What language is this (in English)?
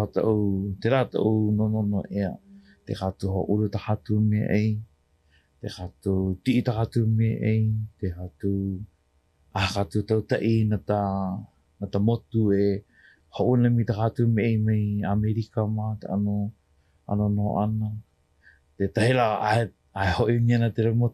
Hawaiian